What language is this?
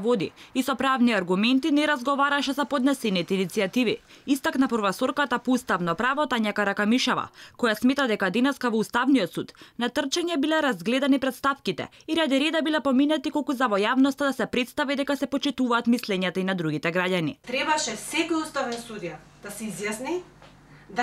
Macedonian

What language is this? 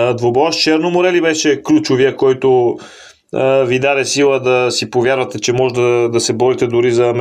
Bulgarian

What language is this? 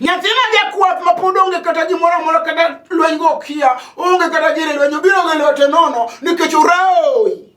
Luo (Kenya and Tanzania)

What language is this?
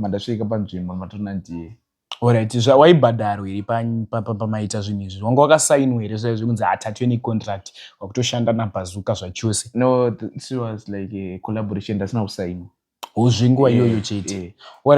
Shona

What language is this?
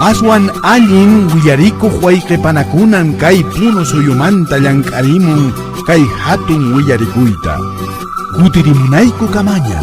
Quechua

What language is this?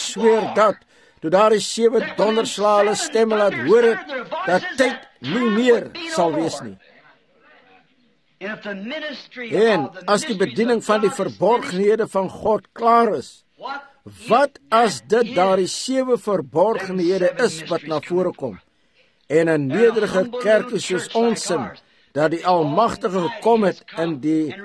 Afrikaans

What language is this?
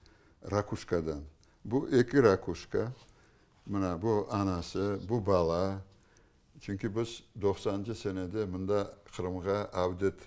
Crimean Tatar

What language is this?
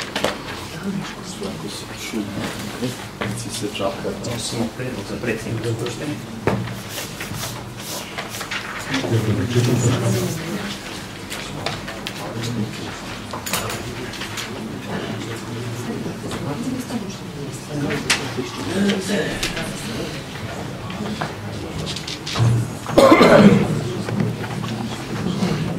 Serbian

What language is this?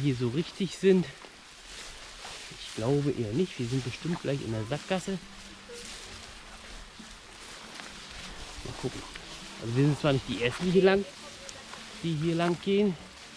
German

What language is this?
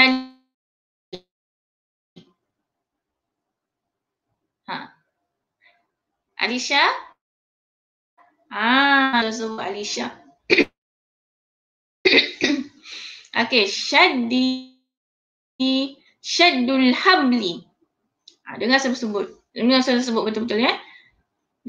Malay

